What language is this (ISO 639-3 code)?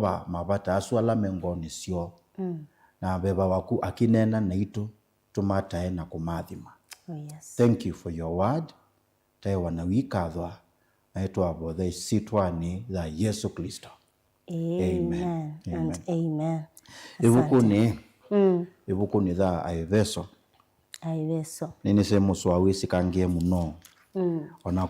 kam